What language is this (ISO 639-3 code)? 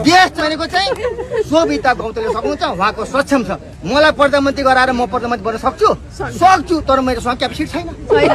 nep